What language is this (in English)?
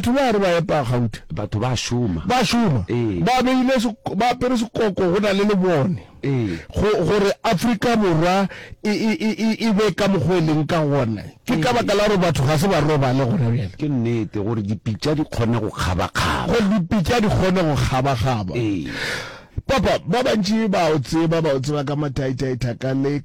Northern Sotho